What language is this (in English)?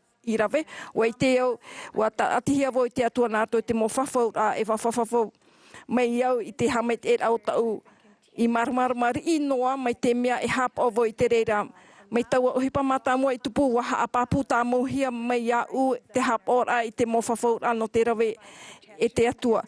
Tahitian